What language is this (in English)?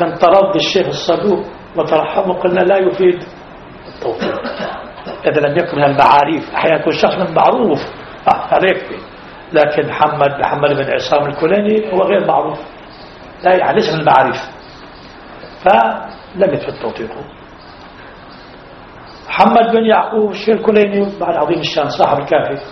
Arabic